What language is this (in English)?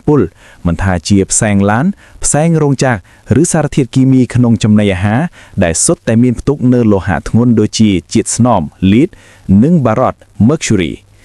Khmer